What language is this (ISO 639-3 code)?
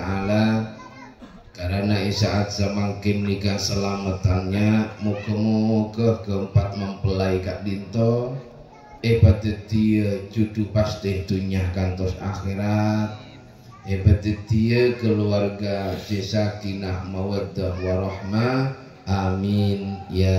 mad